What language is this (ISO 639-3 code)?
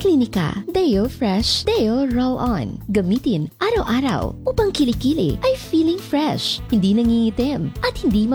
fil